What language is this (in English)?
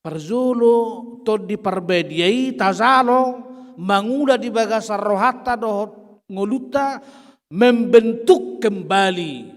Batak Toba